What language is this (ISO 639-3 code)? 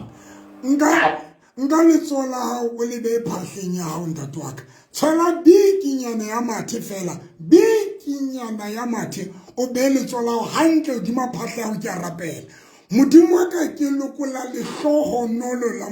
sot